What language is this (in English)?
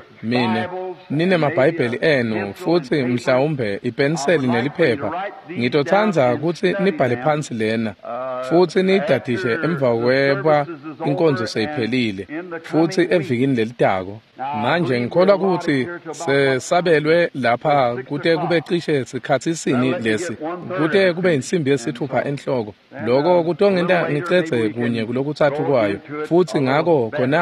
Swati